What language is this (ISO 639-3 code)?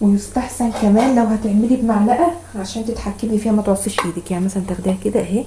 arz